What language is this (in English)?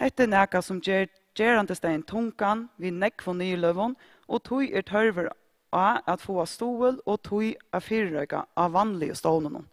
Faroese